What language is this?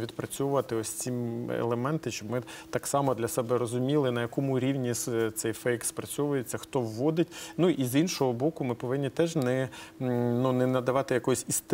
Ukrainian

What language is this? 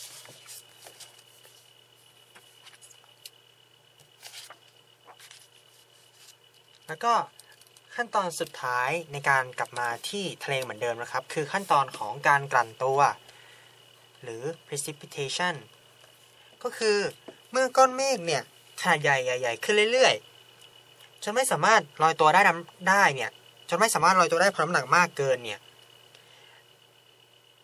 Thai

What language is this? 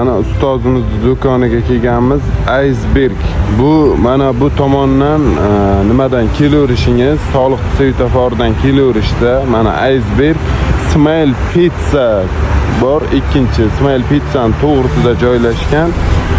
Uzbek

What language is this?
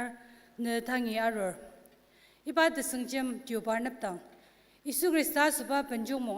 Ao Naga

